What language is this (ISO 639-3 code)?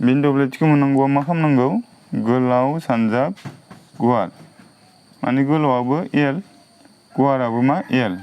brx